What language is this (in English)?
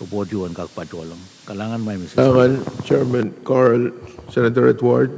Pohnpeian